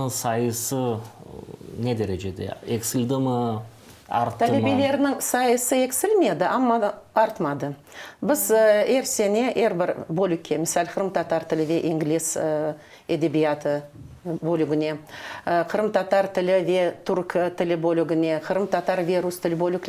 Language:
Crimean Tatar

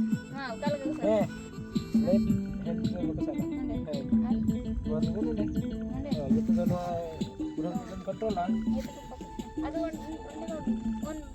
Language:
Santali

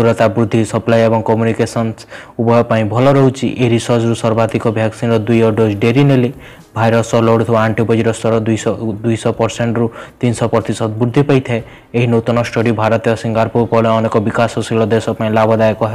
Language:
Odia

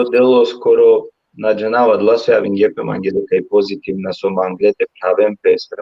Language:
Balkan Romani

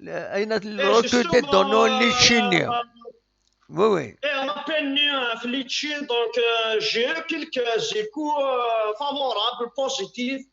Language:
Kabyle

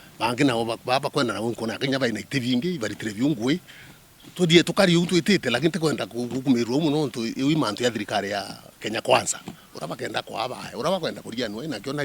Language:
Meru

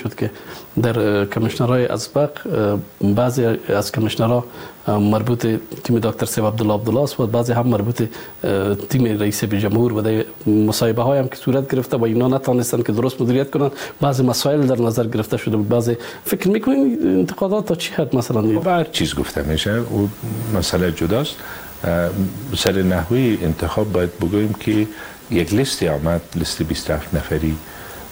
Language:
Persian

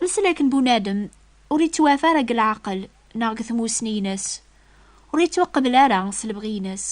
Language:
Kabyle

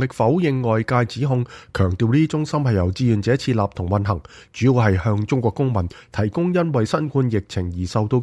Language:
Cantonese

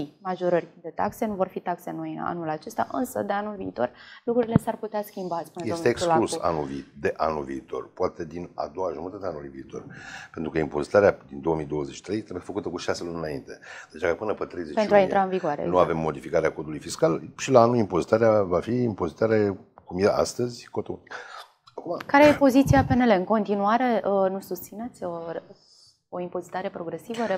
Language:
Romanian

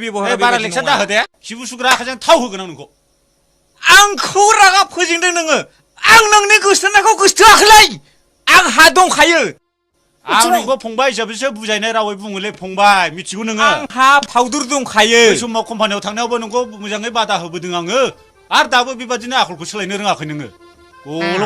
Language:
Bodo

